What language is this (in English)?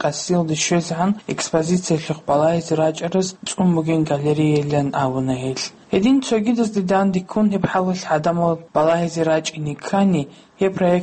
Avaric